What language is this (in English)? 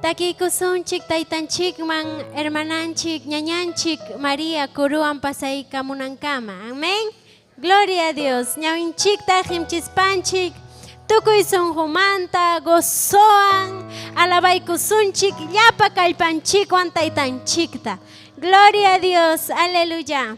Ayacucho Quechua